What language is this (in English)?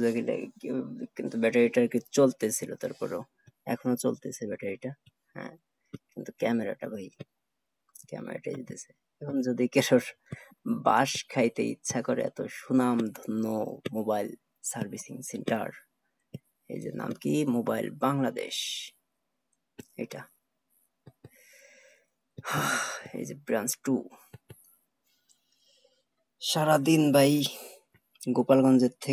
Bangla